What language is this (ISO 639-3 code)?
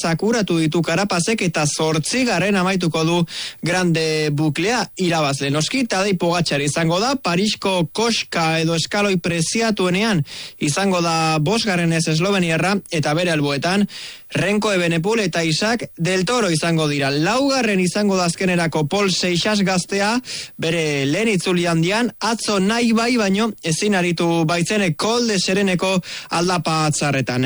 eus